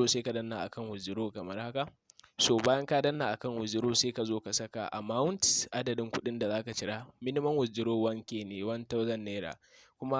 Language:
Hausa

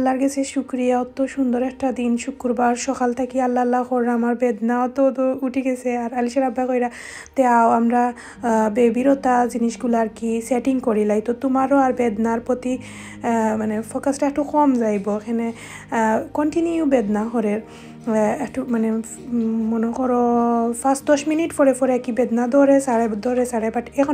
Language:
Sylheti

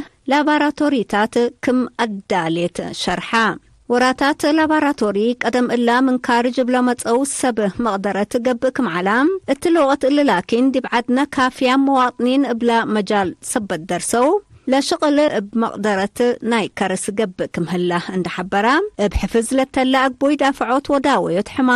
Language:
Tigre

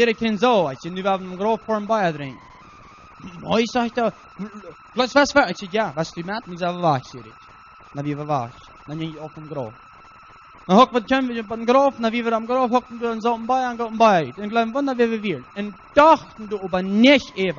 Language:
Plautdietsch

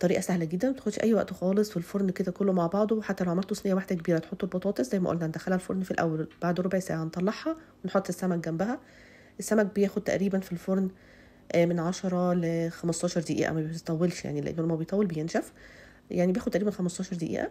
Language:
Egyptian Arabic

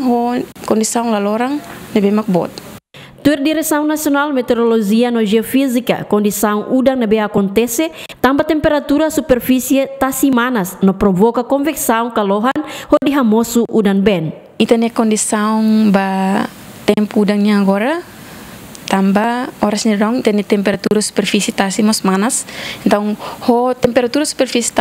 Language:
Tetum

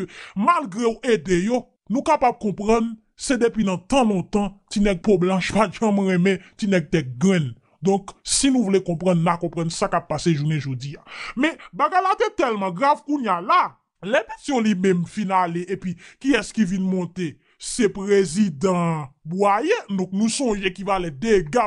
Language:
Haitian Creole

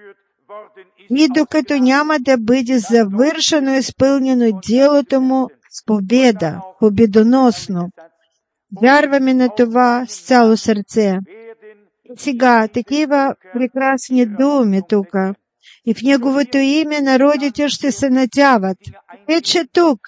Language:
Bulgarian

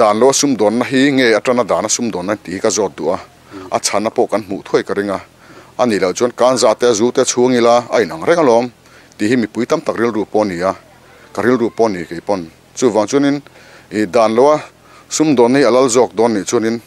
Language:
Mizo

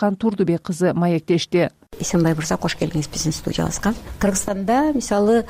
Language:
Kyrgyz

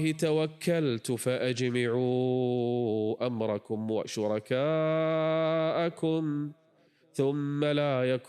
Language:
Kurdish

